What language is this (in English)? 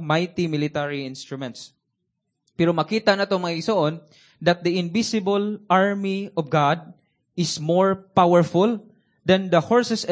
Cebuano